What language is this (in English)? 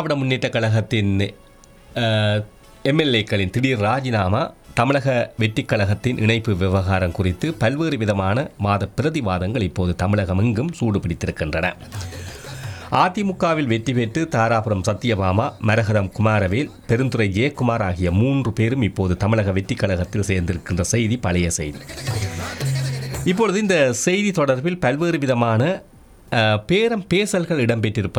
Tamil